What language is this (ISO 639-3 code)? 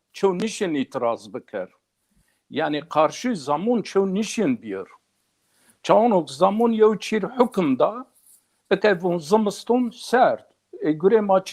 zza